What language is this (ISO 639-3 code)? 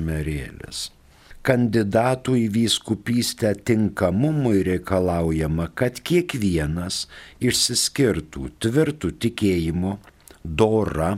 lit